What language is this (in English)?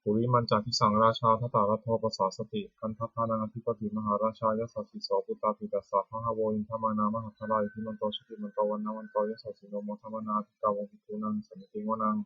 Pali